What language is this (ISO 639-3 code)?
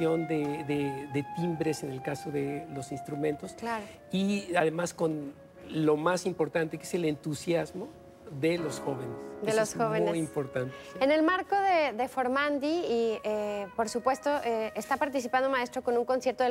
spa